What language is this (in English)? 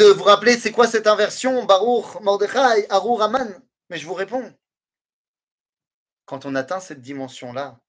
French